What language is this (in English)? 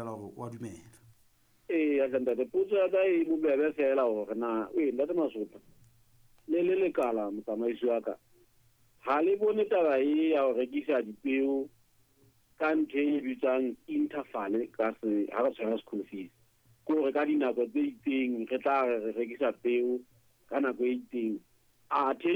Southern Sotho